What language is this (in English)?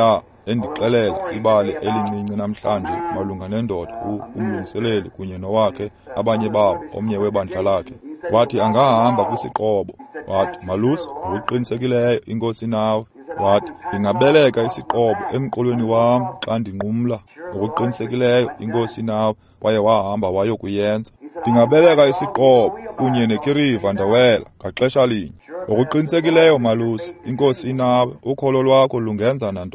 Xhosa